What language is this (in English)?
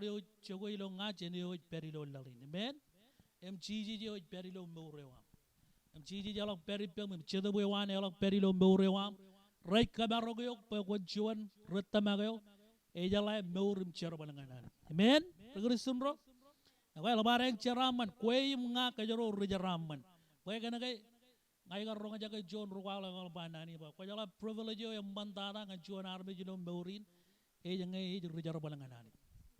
Marshallese